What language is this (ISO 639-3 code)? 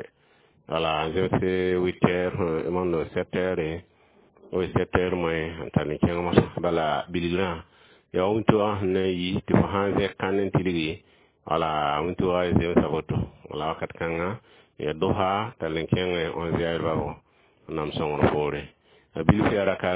mos